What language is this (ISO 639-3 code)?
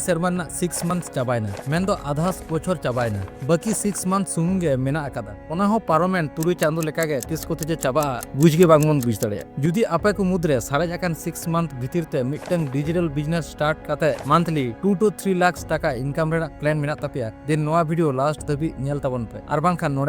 sat